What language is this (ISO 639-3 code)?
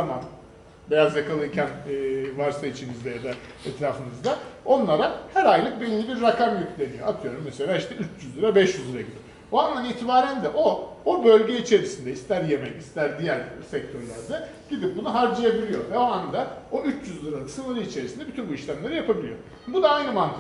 tur